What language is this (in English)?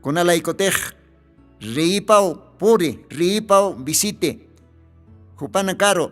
Aymara